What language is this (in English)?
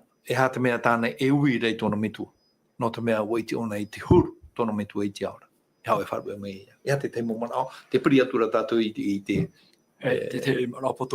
Tahitian